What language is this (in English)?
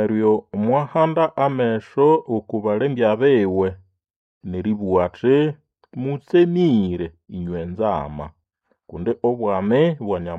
Nande